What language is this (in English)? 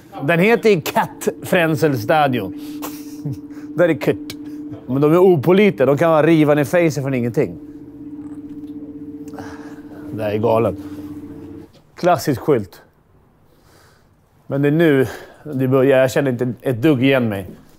Swedish